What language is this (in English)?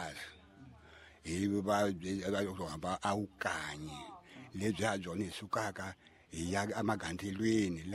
Tsonga